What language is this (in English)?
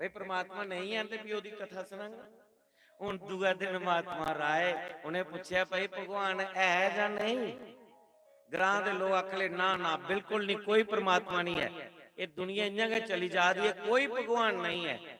Dogri